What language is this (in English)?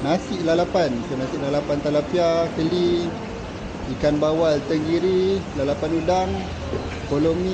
Malay